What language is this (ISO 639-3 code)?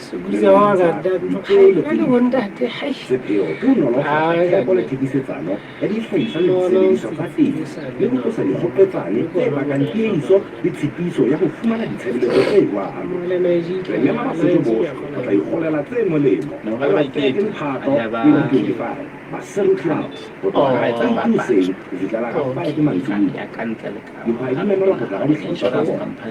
sot